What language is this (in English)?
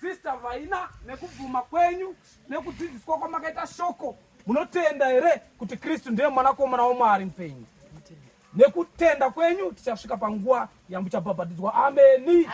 Shona